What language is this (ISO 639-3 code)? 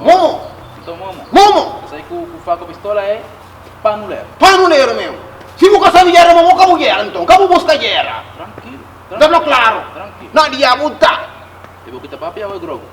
kea